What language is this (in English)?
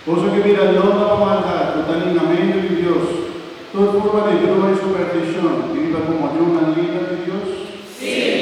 Papiamento